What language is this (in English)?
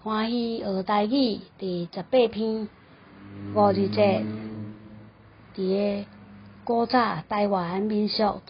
Min Nan Chinese